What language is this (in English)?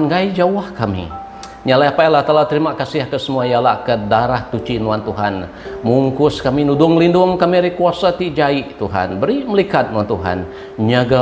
Iban